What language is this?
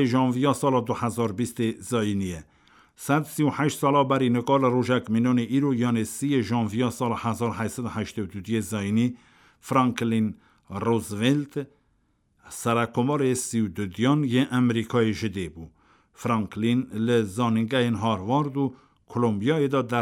Kurdish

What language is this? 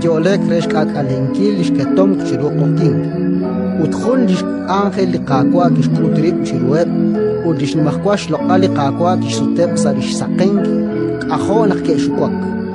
Kekchí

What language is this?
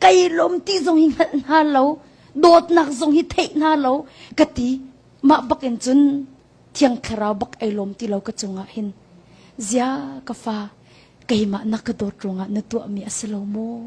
Hakha Chin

